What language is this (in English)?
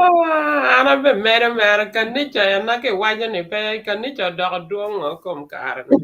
Acoli